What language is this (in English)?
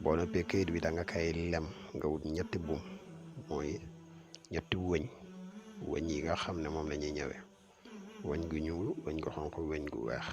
Wolof